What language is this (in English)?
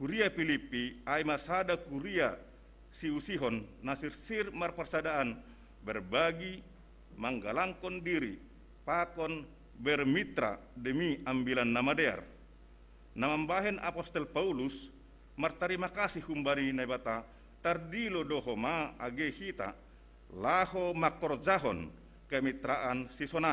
Batak Simalungun